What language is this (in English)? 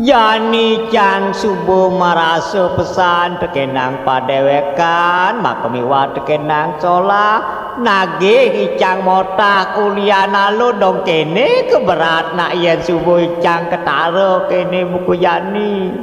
Balinese